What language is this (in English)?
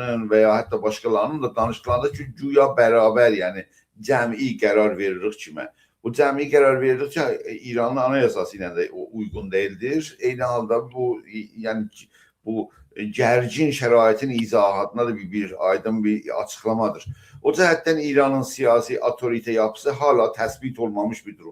South Azerbaijani